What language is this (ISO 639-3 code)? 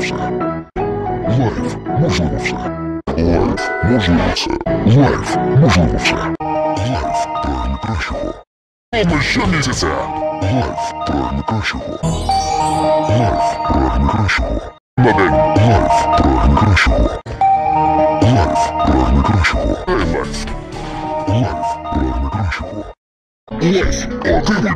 ukr